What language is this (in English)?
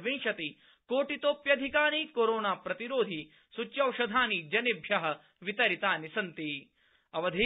Sanskrit